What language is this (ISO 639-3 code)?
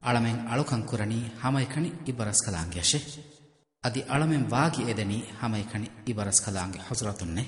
div